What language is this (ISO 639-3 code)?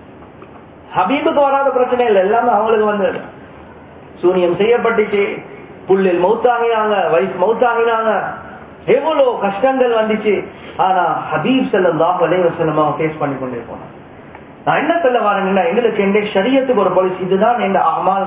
tam